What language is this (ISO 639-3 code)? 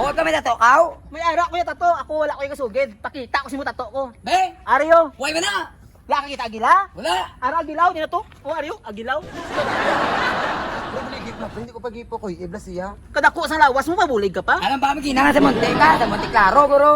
hil